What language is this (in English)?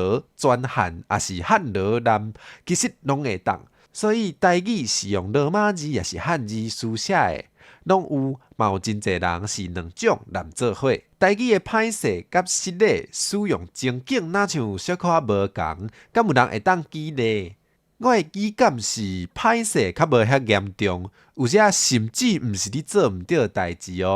Min Nan Chinese